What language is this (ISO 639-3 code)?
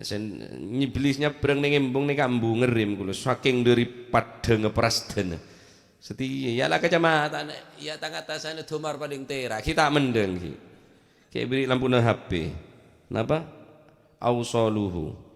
mad